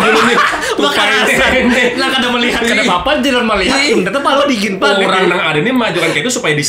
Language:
Banjar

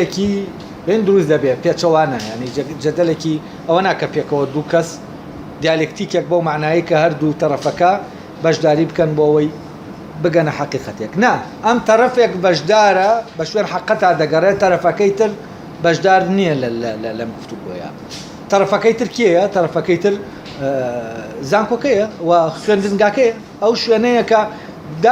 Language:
Central Kurdish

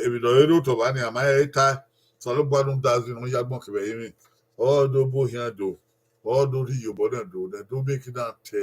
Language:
Bini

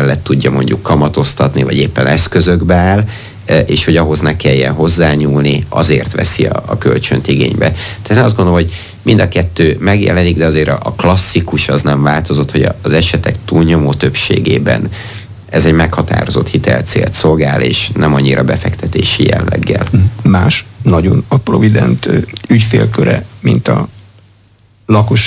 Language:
Hungarian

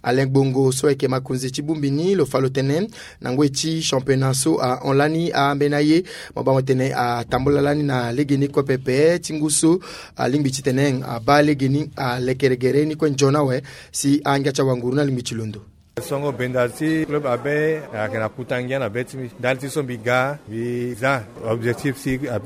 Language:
Sango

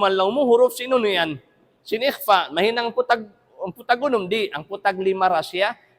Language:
Tausug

